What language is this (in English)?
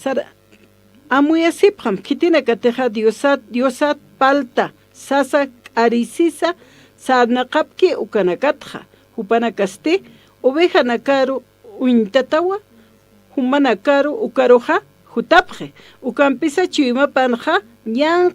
Aymara